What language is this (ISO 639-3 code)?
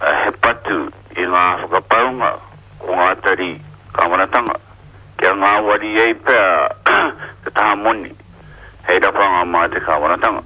mri